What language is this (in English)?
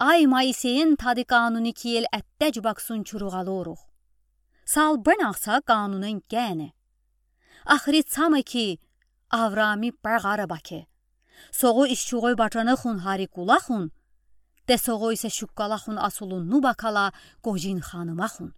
Udi